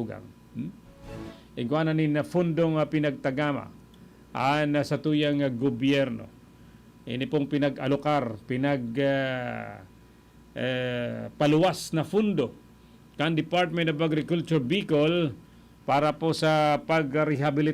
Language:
Bikol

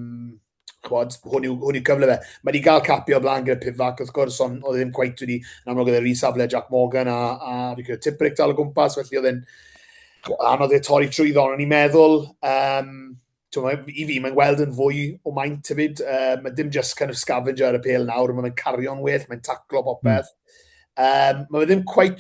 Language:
Welsh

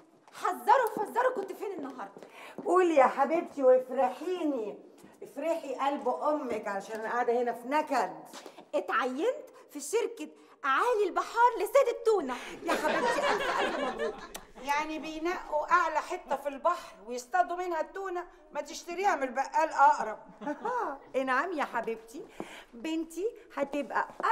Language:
Egyptian Arabic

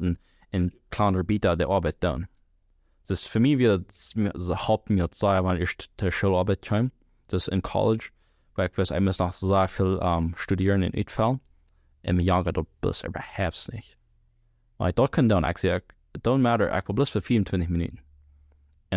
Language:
Plautdietsch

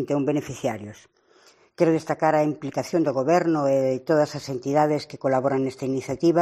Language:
Galician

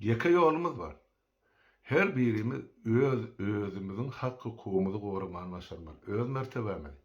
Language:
Turkmen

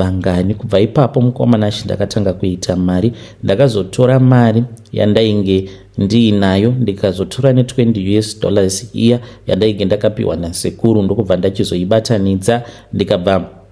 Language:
Shona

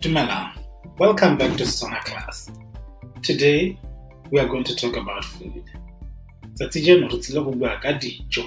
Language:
Tswana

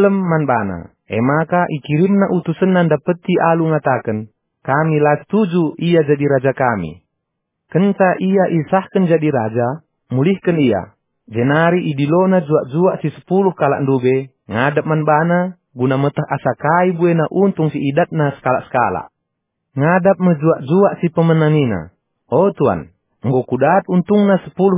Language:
Batak Karo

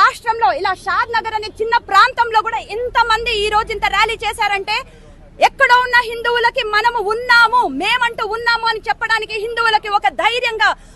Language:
Telugu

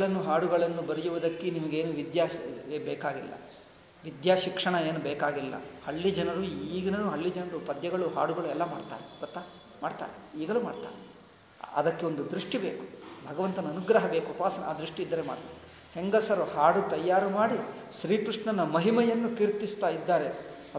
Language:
Kannada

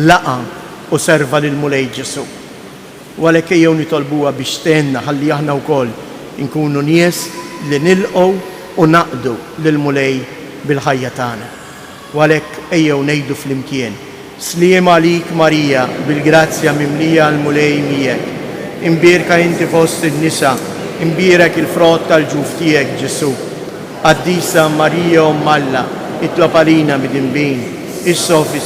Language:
Maltese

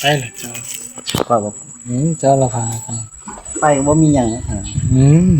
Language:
Northeastern Thai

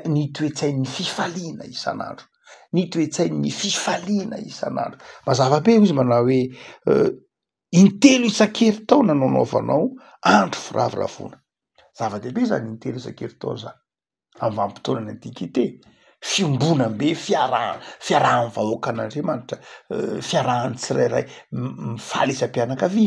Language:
Malagasy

